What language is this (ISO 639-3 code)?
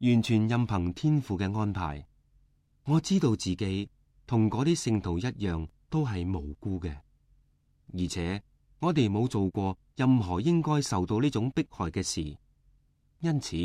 yue